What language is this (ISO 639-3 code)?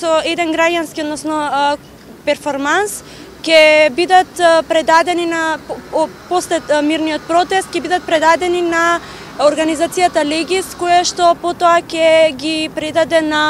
mkd